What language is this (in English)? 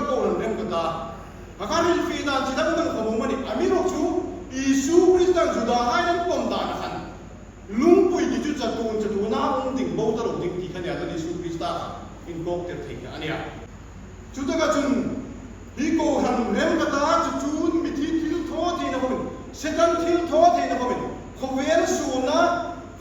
Hmar